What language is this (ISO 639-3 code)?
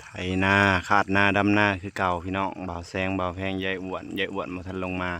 lao